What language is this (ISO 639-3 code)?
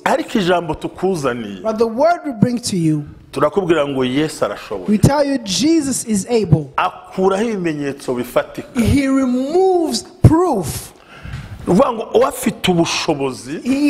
kin